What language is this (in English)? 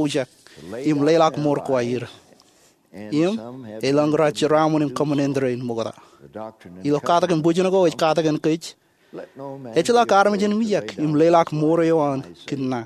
Marshallese